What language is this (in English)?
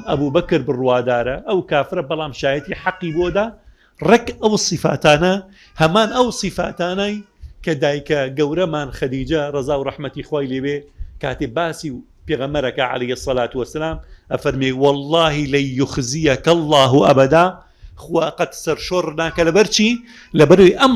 Central Kurdish